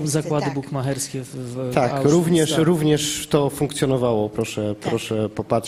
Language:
Polish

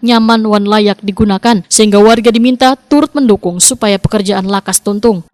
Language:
Banjar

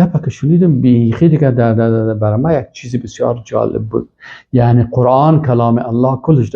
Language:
Persian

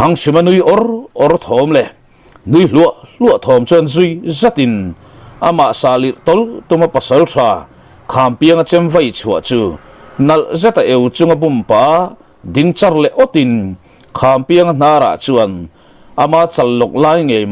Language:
Mizo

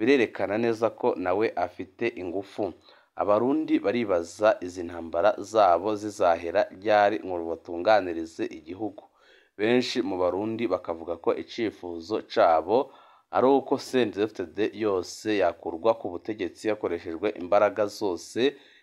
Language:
Rundi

